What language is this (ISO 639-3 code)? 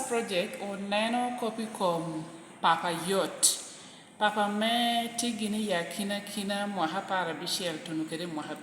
laj